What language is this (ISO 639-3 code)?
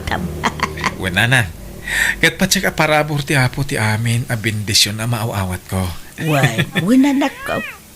ilo